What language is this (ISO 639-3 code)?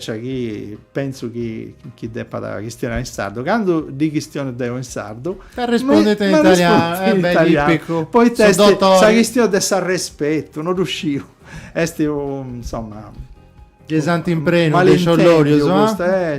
srd